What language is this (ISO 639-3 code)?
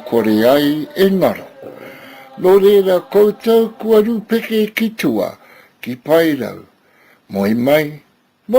mri